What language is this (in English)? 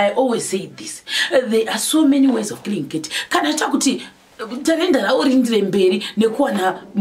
Shona